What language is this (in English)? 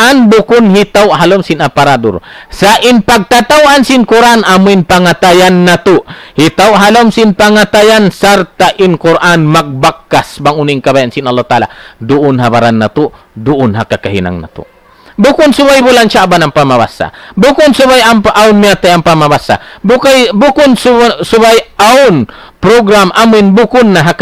Tausug